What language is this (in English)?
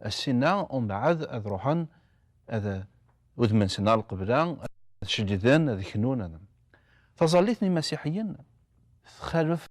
Kabyle